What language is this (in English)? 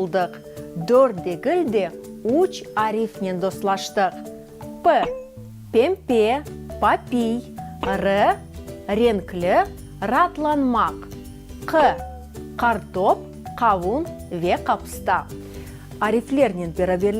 Crimean Tatar